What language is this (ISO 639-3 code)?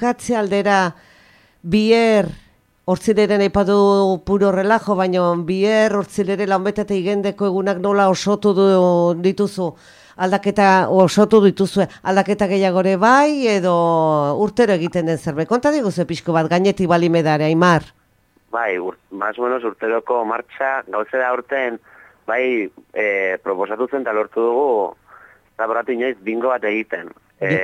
eus